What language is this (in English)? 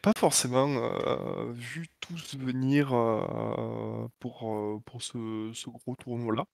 French